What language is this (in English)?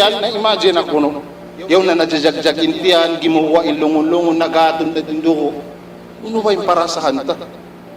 Tausug